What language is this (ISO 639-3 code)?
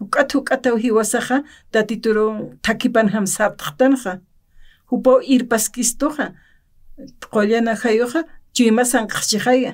aym